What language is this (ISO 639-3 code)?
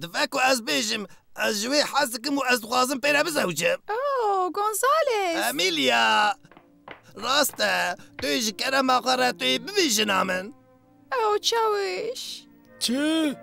kur